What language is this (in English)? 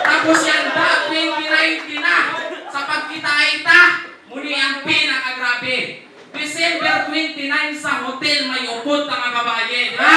Hiligaynon